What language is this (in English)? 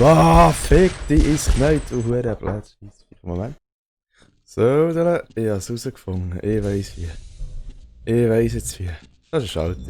Swiss German